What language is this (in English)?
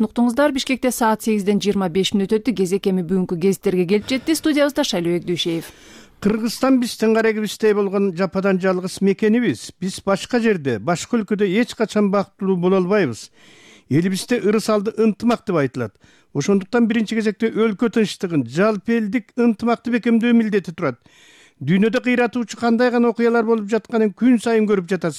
Kyrgyz